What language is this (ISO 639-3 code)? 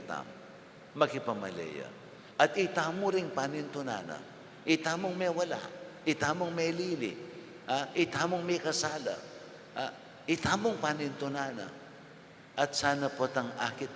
pam